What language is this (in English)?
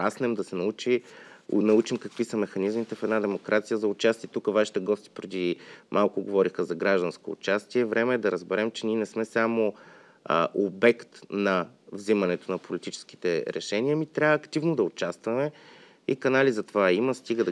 Bulgarian